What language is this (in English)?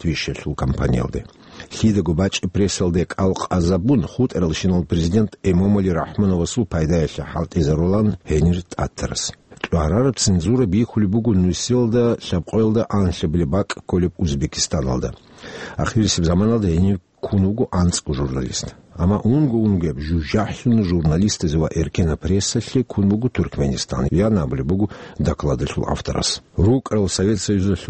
Avaric